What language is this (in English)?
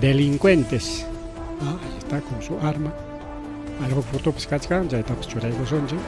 Ayacucho Quechua